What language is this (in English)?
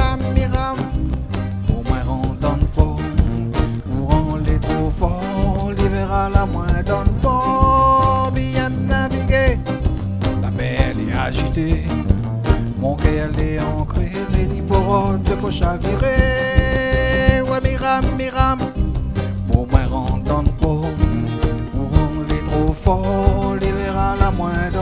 Réunion Creole French